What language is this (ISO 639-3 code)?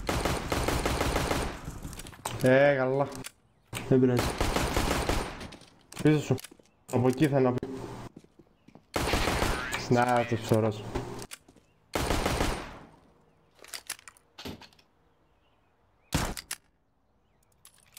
ell